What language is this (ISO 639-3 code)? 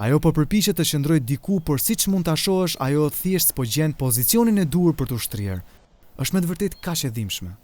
sqi